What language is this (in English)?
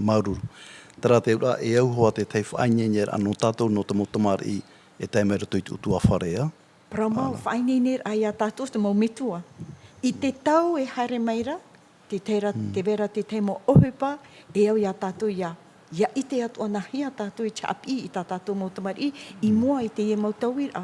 Tahitian